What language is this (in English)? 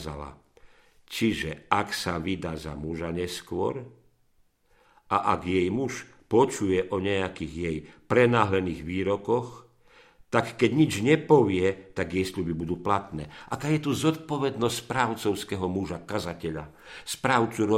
Slovak